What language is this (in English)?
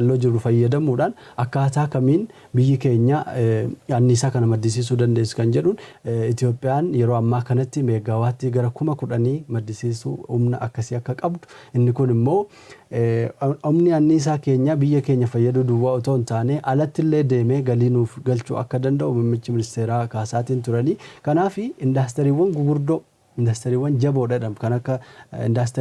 Oromo